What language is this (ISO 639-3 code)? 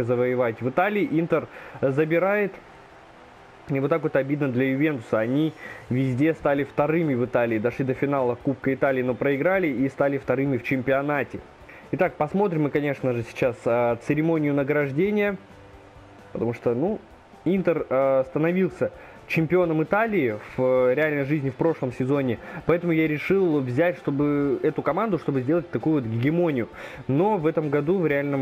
rus